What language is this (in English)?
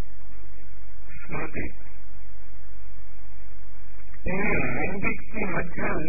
Telugu